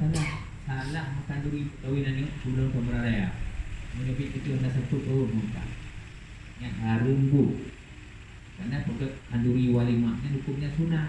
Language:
Achinese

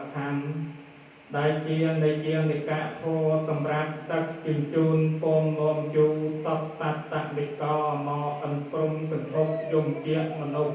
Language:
Khmer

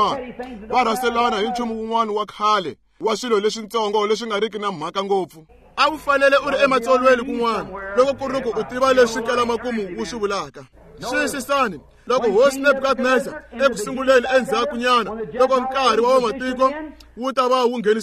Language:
Tsonga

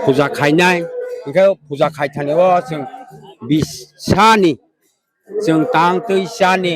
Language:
Kok Borok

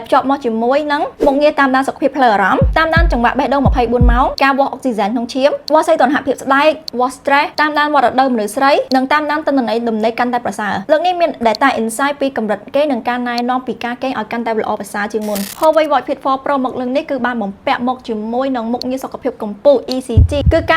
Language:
Khmer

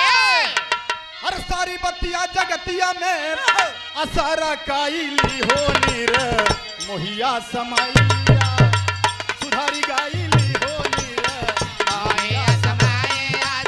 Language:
Bhojpuri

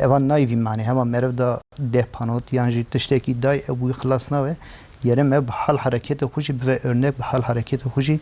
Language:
Kurdish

